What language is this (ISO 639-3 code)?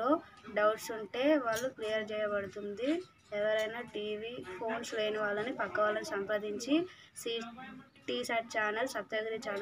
tel